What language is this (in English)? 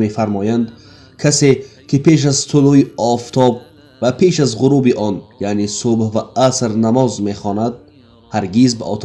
Tajik